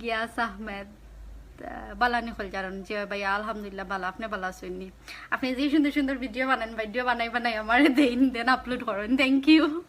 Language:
Sylheti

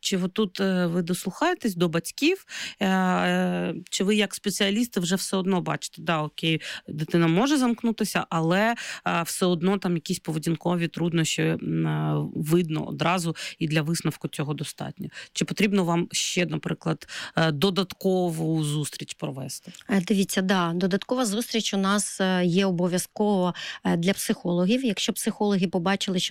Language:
Ukrainian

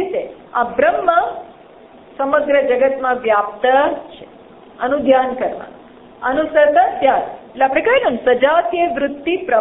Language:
Gujarati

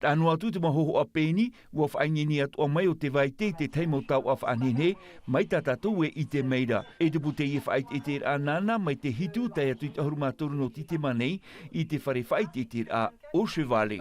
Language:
Tahitian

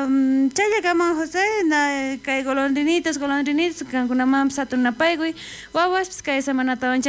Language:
South Bolivian Quechua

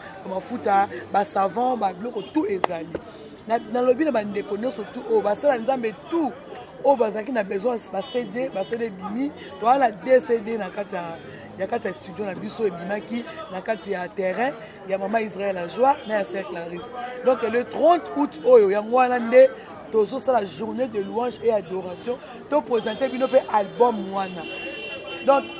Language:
Lingala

